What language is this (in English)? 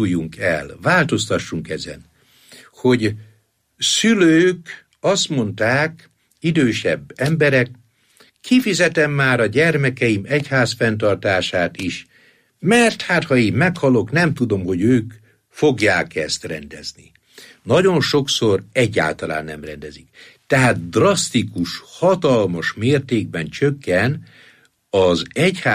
Hungarian